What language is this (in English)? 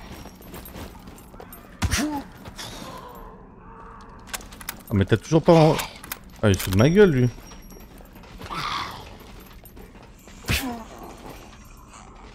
French